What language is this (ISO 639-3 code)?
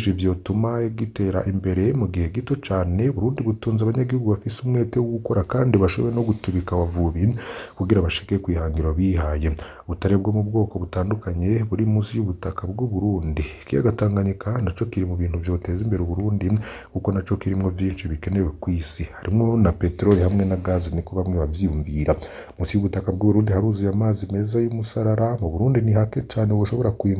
run